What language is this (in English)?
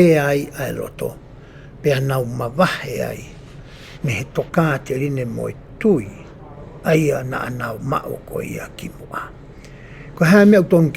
Tongan